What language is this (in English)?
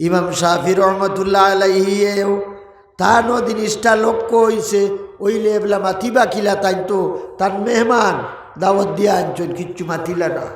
Sylheti